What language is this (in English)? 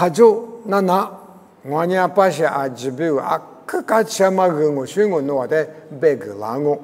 Lisu